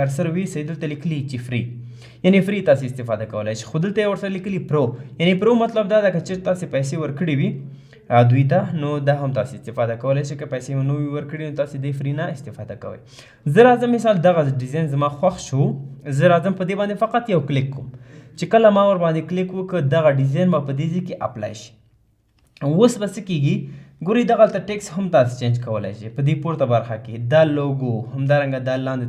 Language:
Pashto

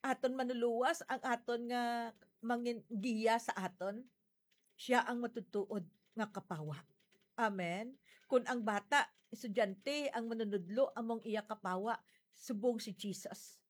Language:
Hiligaynon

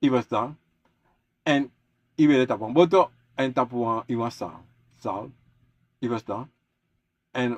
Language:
Sranan Tongo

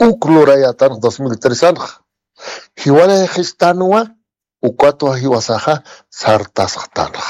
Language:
Aymara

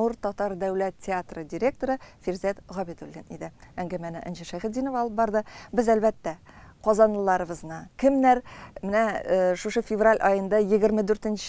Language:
Tatar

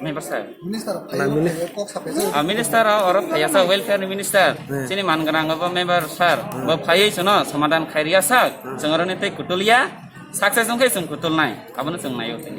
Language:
Kok Borok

